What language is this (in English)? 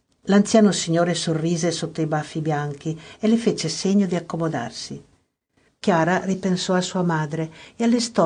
Italian